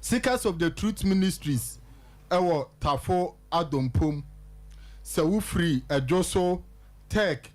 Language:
Akan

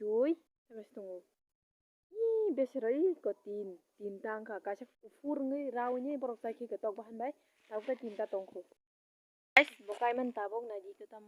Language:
Kok Borok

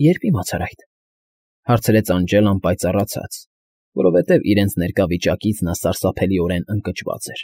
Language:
Armenian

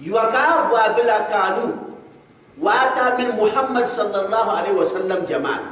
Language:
Gourmanchéma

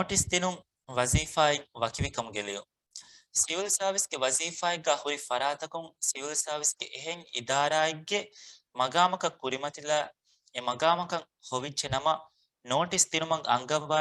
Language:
Divehi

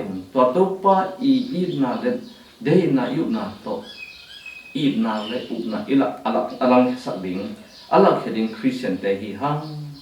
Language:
Tedim Chin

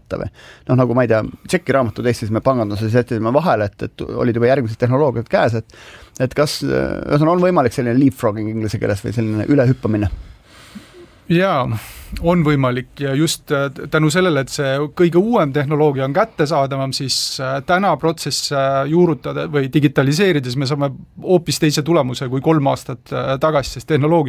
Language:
Estonian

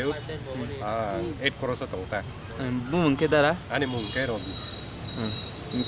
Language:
Kok Borok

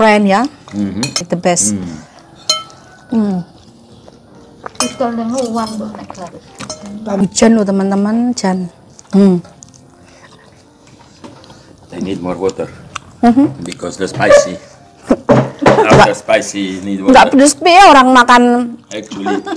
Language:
Indonesian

